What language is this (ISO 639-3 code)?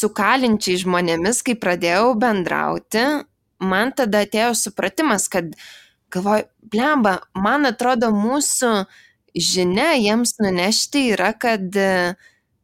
lit